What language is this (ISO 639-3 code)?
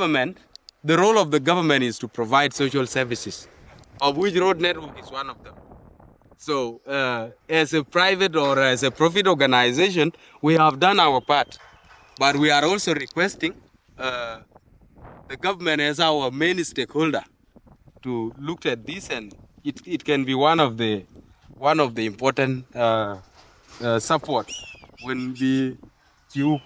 din